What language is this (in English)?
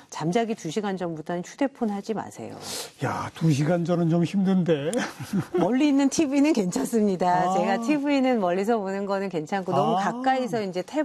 Korean